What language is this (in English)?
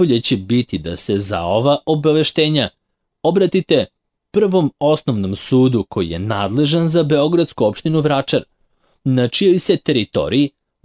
Serbian